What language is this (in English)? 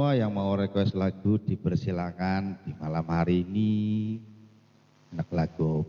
Banjar